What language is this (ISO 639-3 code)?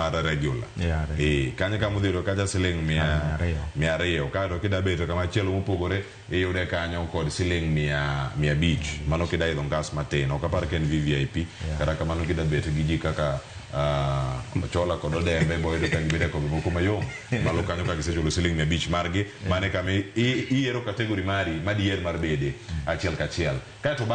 luo